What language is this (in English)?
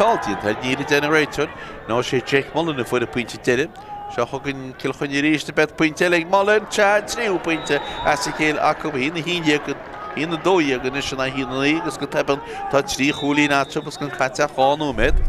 Irish